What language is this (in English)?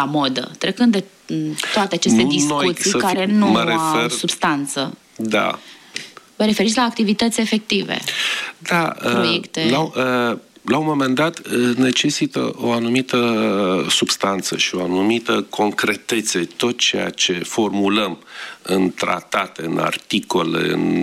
Romanian